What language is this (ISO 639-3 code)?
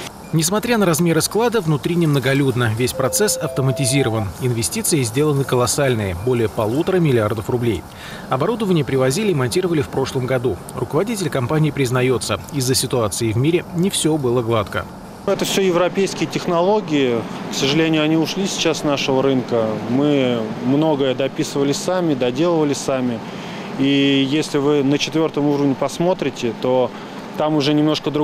rus